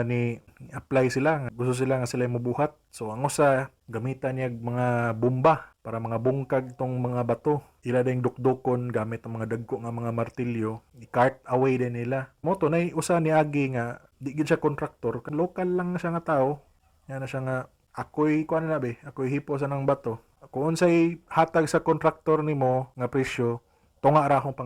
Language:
Cebuano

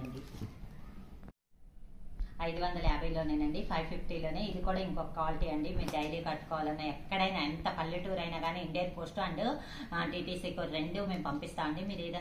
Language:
Telugu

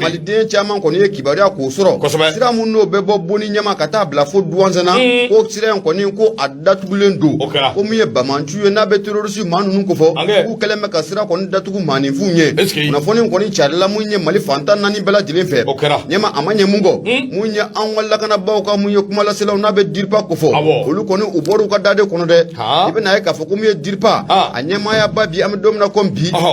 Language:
Bambara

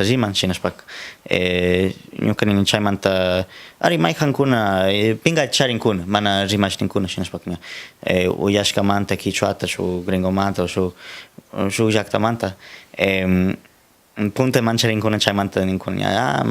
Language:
Cañar Highland Quichua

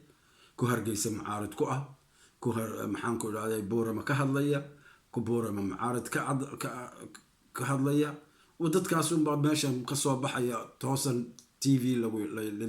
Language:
Somali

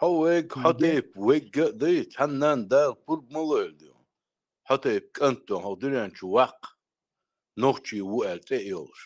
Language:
Chechen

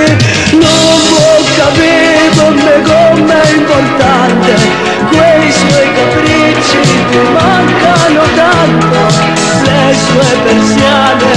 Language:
Italian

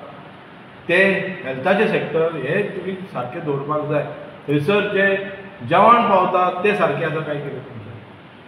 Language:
Konkani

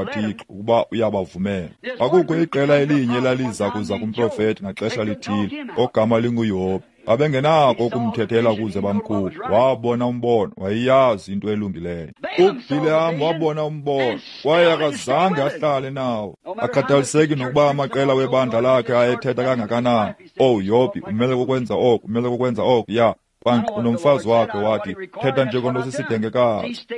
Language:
Xhosa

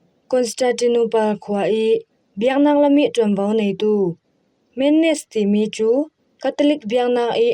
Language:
Falam Chin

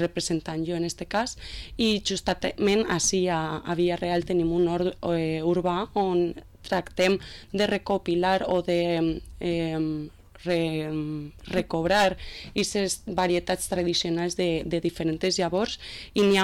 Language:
Catalan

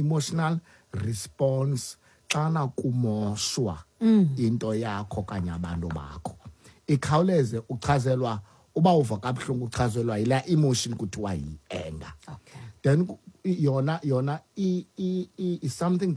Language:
Xhosa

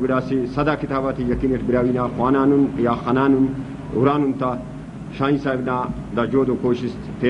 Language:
Brahui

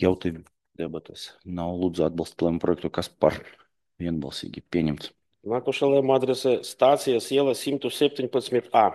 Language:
Latvian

